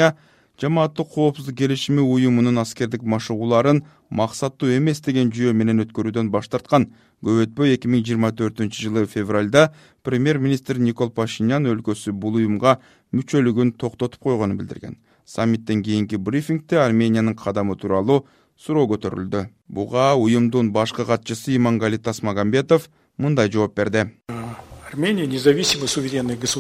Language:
Kyrgyz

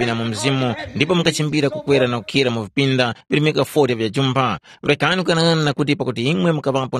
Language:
Tumbuka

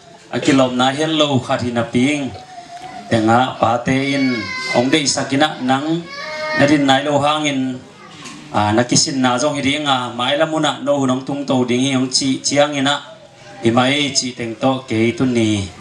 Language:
Tedim Chin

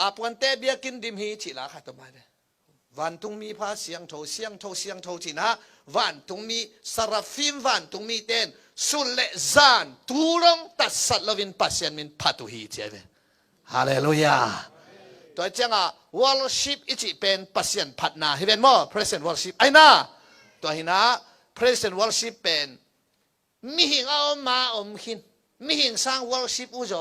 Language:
Tedim Chin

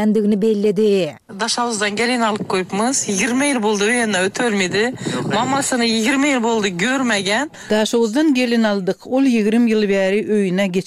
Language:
Turkmen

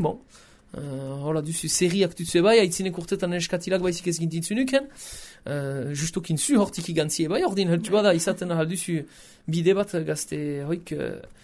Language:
Basque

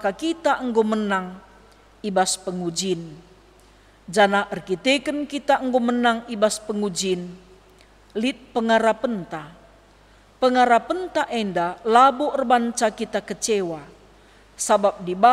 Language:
Batak Karo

